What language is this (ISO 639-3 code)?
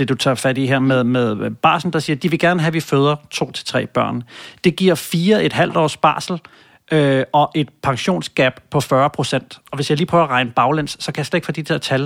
dan